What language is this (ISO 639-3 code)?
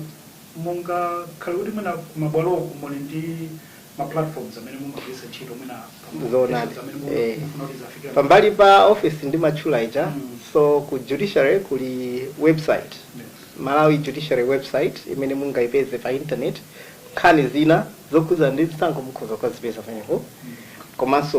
nya